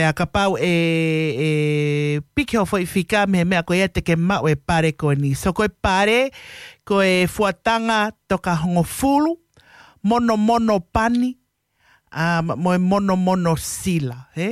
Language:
Tongan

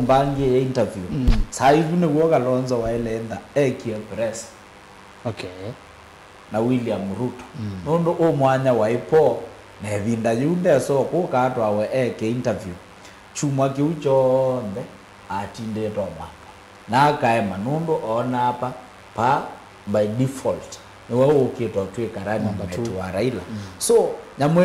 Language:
Kamba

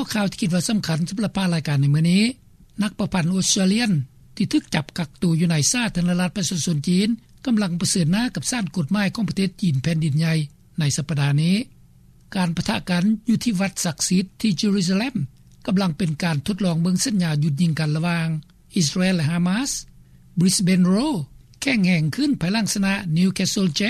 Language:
Lao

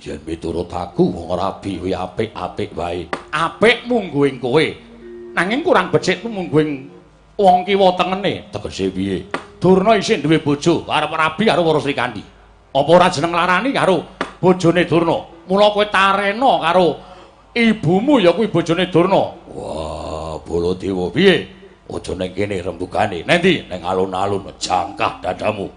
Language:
Javanese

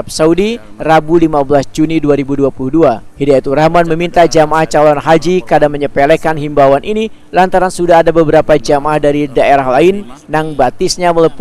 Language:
Banjar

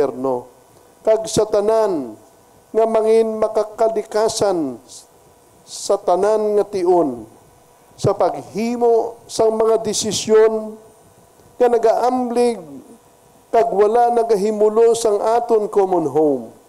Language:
Hiligaynon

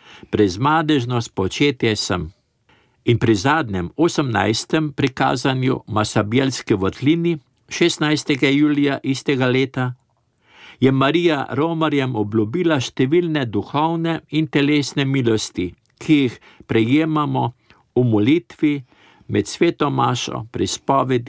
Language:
Slovenian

